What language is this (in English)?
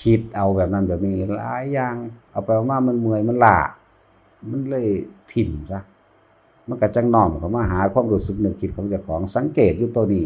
Northeastern Thai